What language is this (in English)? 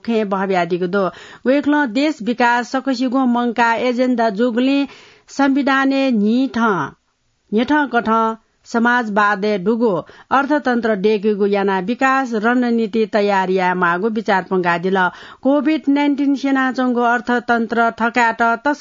Newari